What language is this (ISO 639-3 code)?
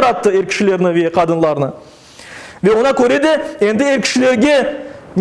crh